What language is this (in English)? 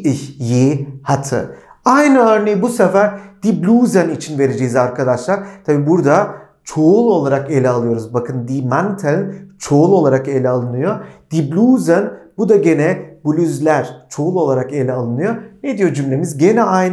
Turkish